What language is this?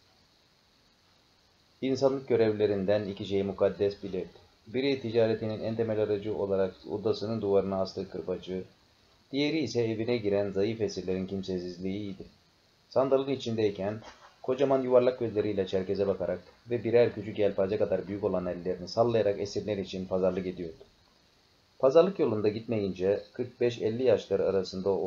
Turkish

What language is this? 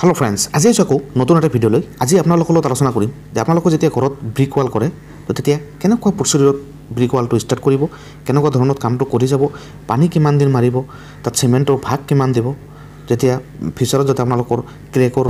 Assamese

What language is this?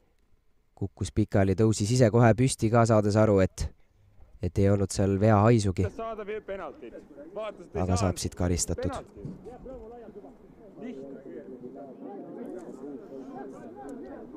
Estonian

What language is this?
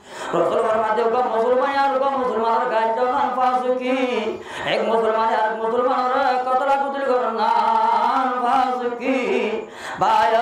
Rohingya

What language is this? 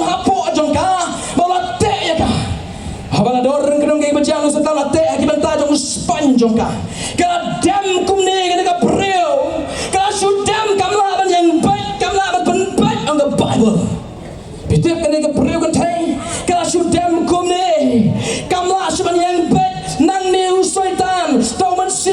Khasi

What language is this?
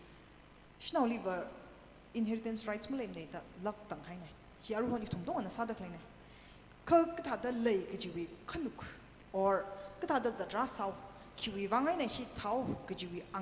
Tangkhul Naga (India)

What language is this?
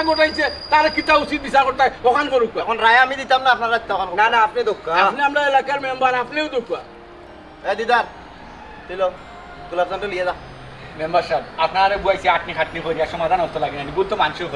Sylheti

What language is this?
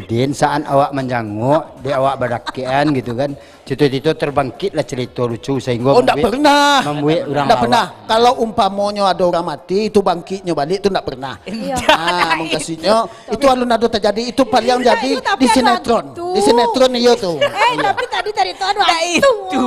Minangkabau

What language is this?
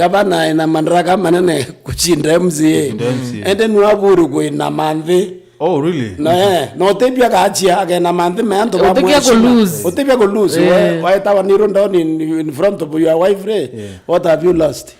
Meru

